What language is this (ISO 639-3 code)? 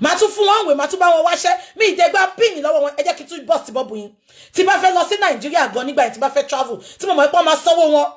yor